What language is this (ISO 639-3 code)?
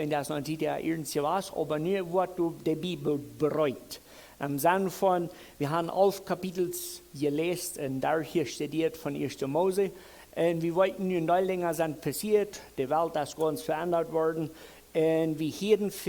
pdt